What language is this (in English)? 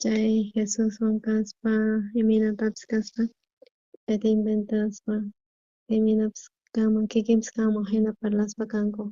South Bolivian Quechua